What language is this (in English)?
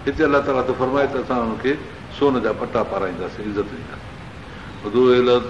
Sindhi